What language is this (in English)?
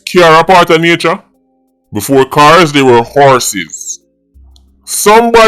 Jamaican Creole English